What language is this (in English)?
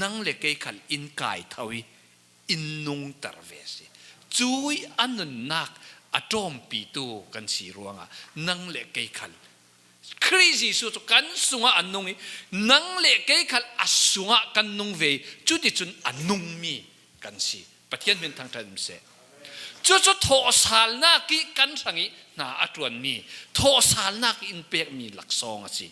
Falam Chin